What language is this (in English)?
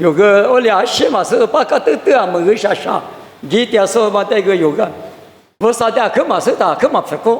Lisu